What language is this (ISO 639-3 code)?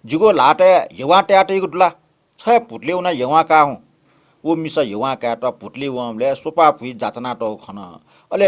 new